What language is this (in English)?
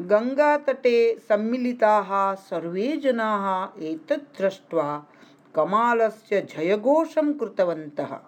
Sanskrit